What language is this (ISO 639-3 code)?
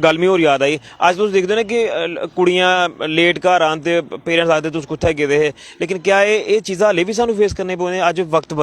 doi